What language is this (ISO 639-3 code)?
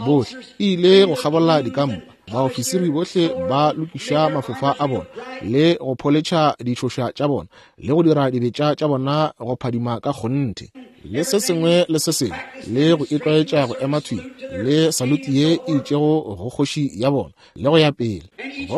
nso